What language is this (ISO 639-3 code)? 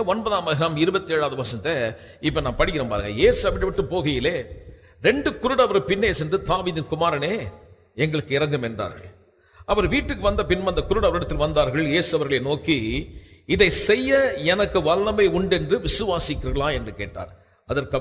tam